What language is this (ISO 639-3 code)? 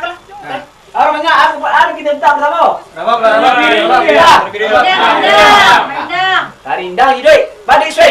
min